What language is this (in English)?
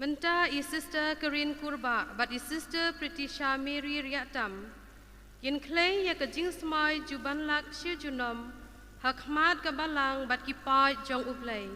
Khasi